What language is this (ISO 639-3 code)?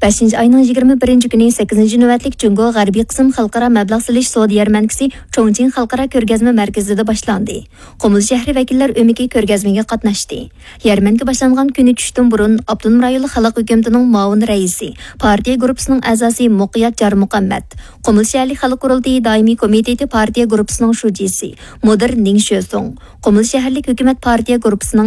uig